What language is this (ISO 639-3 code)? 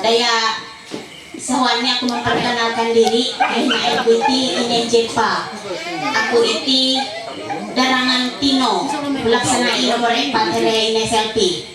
mhy